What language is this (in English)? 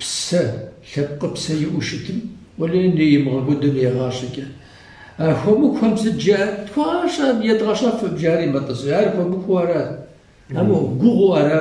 Kabardian